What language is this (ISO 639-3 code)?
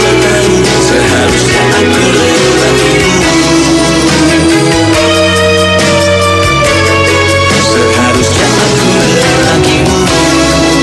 ind